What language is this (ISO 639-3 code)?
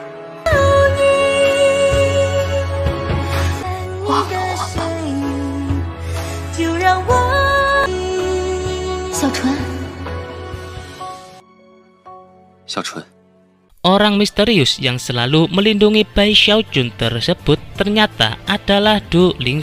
ind